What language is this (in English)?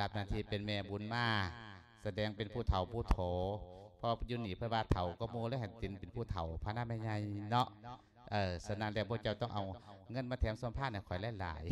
Lao